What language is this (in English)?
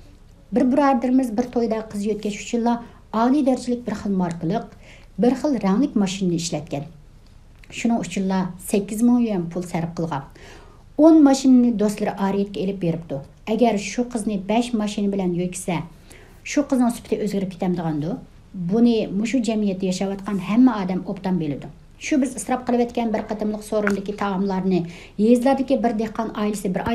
Uyghur